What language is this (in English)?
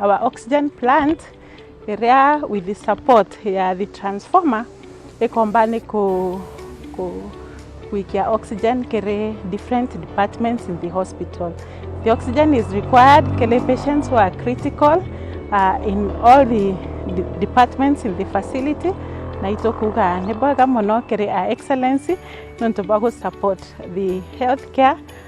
Meru